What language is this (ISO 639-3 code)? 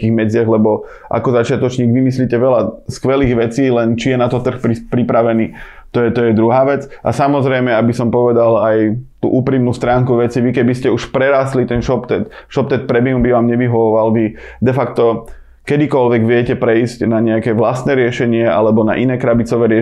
slk